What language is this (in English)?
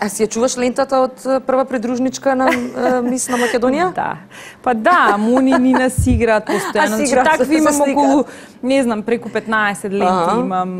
Macedonian